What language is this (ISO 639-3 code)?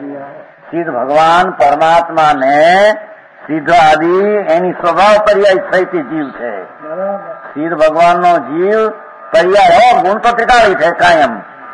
guj